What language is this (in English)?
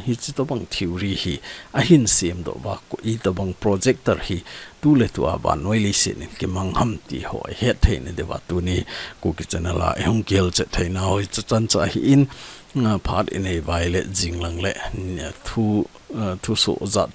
Thado Chin